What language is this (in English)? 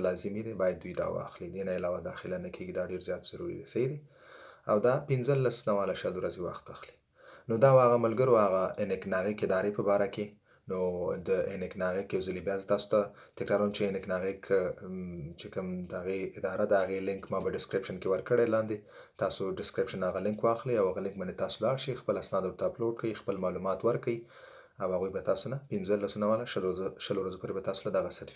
Pashto